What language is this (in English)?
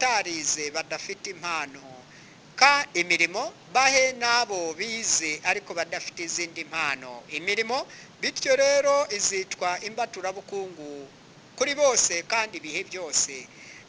Kinyarwanda